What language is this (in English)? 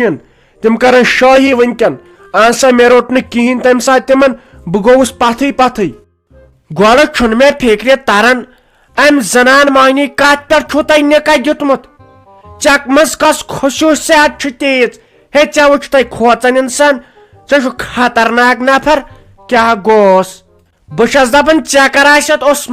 Kashmiri